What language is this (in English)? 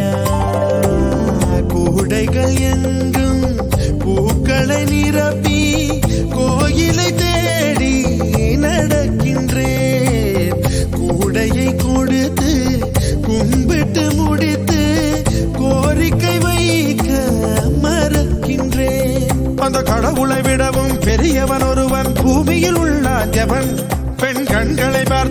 Tamil